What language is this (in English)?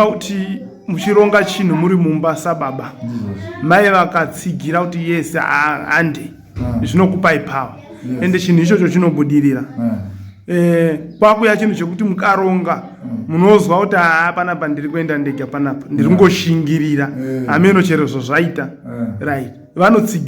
Shona